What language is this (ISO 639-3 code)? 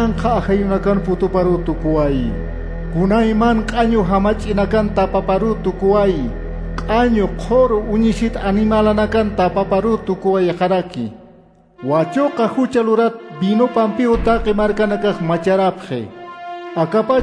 aym